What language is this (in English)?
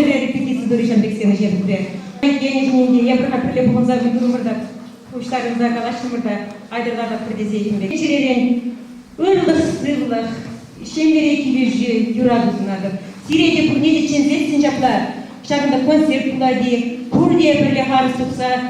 Chuvash